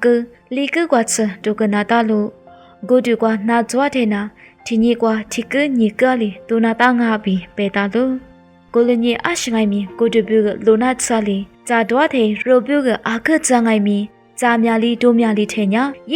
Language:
Lisu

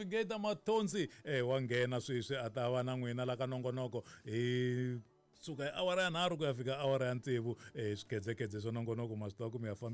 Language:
Tsonga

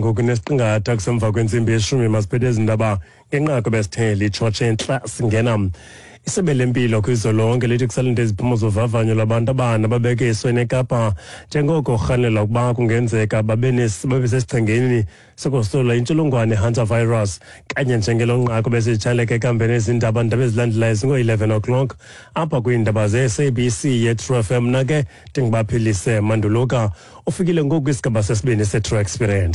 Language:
Xhosa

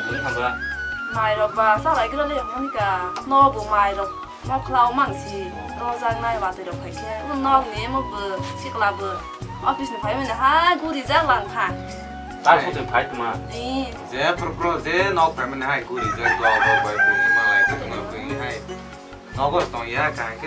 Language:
Kok Borok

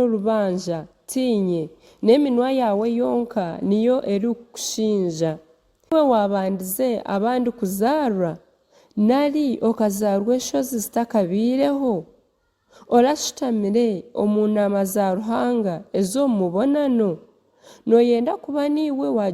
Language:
Nyankole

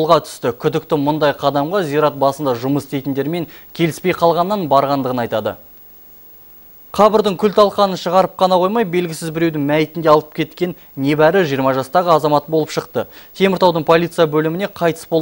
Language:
Kazakh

